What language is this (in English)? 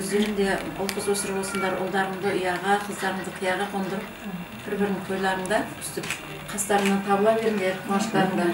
Kazakh